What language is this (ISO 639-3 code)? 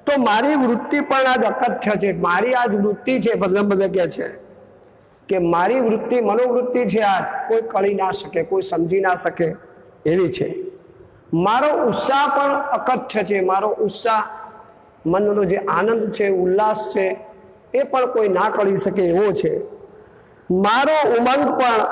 guj